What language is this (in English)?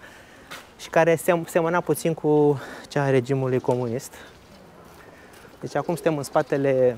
Romanian